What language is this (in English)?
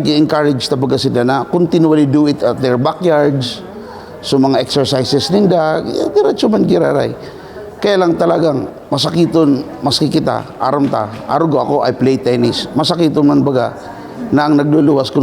Bikol